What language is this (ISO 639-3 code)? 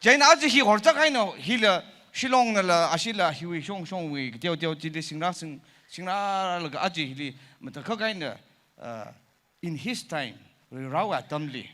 nmf